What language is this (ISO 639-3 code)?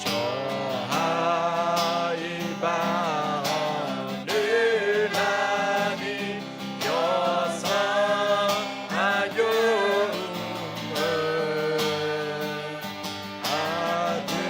ahk